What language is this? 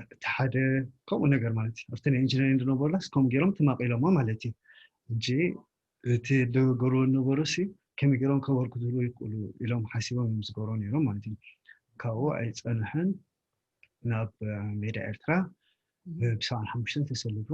Tigrinya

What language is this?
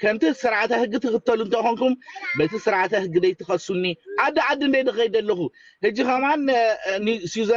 Tigrinya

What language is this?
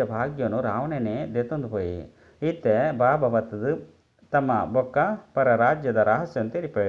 Tulu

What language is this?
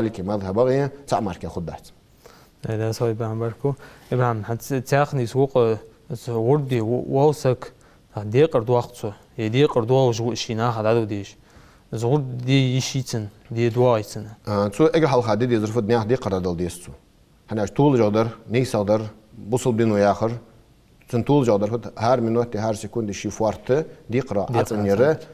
Ingush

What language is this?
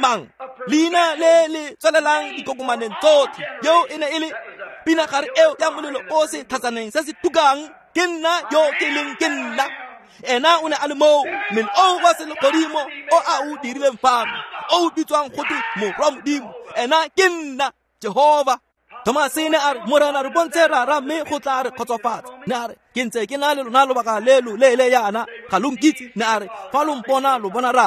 Tswana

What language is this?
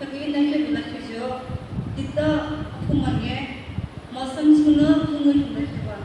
Yimchungru Naga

